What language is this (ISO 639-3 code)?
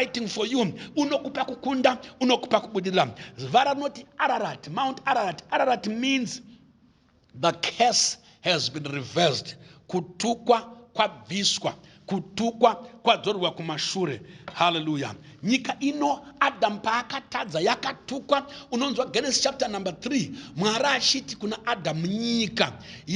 sna